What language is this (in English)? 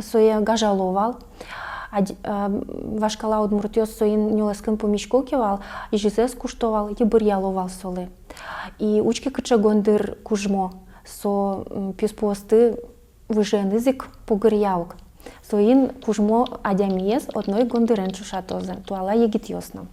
Udmurt